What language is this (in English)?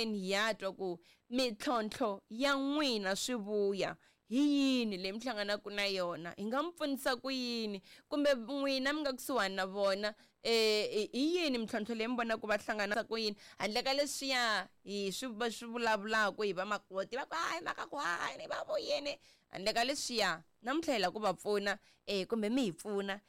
Tsonga